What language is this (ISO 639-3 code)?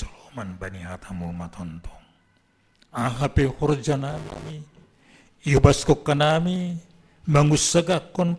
bts